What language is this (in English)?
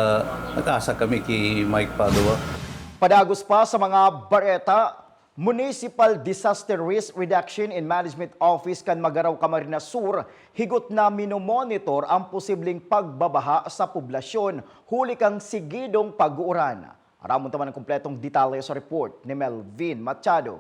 Bikol